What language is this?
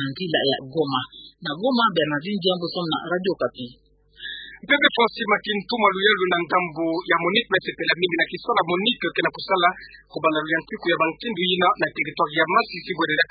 Kituba (Democratic Republic of Congo)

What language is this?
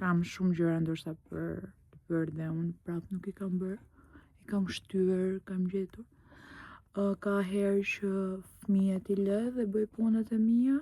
Albanian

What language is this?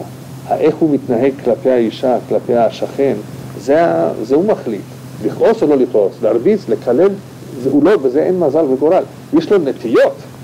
Hebrew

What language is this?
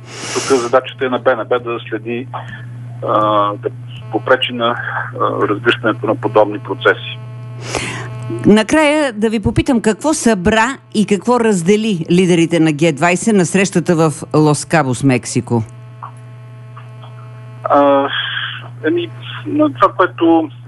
Bulgarian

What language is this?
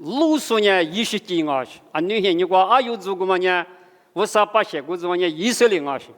Lisu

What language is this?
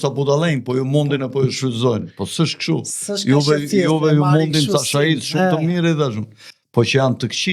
Albanian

